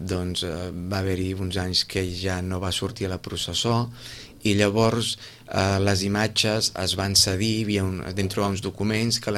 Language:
Catalan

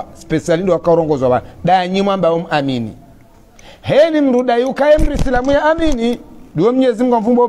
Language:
Swahili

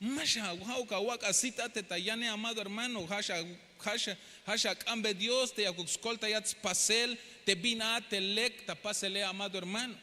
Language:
Tzeltal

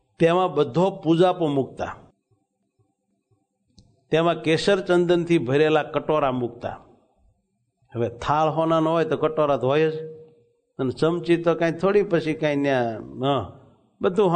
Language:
Gujarati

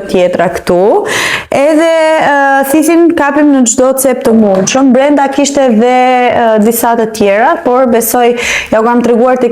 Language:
Albanian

